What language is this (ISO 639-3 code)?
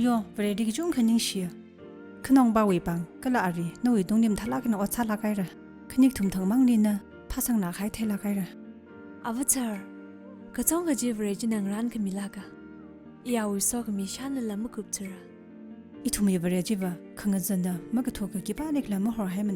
nmf